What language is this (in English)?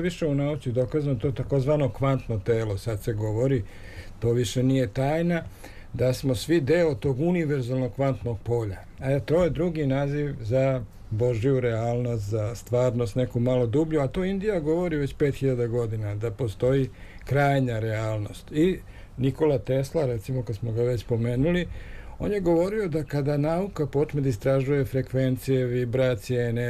Serbian